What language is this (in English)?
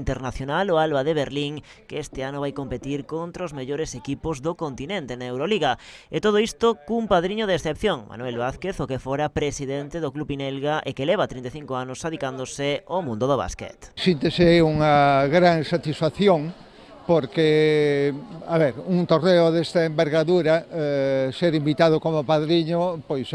Galician